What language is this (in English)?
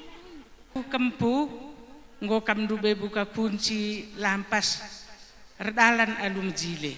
Batak Karo